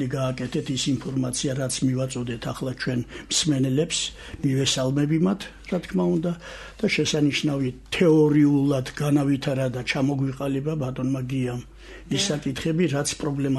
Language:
Georgian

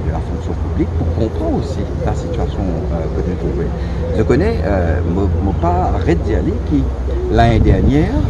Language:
Morisyen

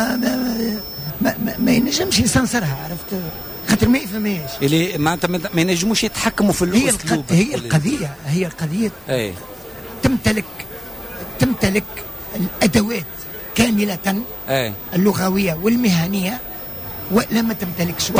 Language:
Tunisian Arabic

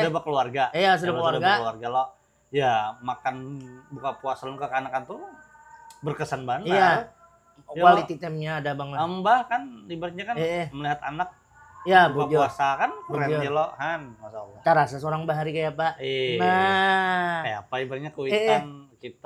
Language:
Banjar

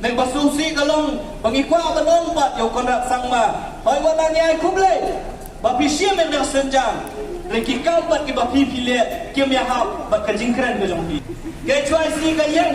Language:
Khasi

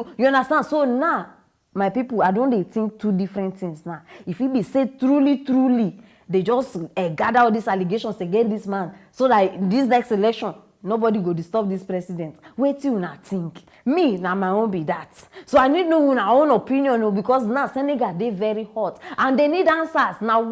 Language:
Nigerian Pidgin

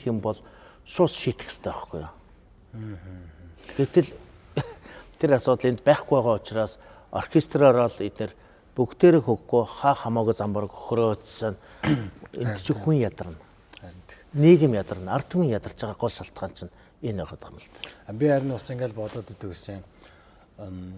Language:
Mongolian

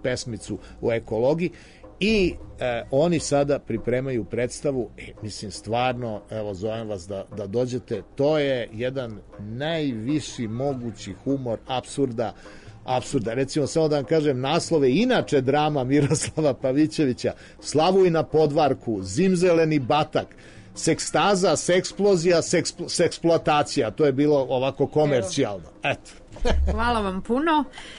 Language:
Serbian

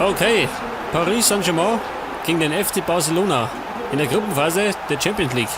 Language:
Bavarian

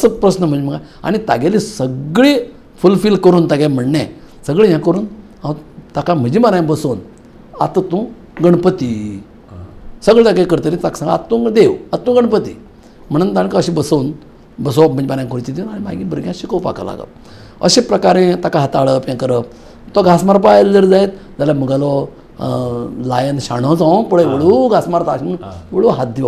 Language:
Konkani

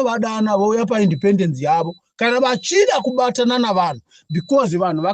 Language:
Shona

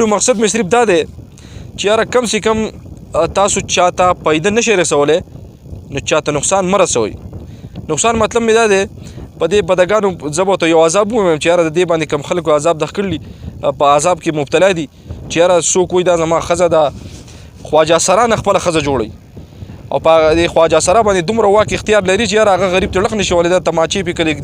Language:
Pashto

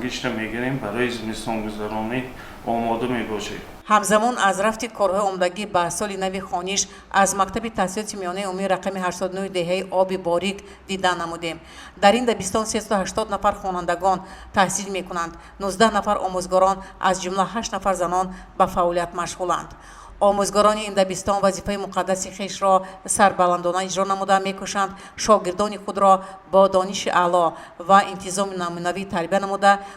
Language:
Tajik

